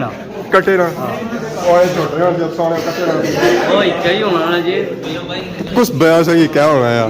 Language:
Pahari-Potwari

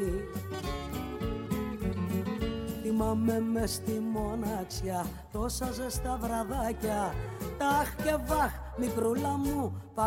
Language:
Greek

